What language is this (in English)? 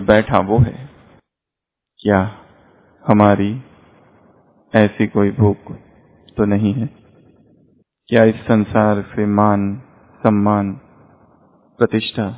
Hindi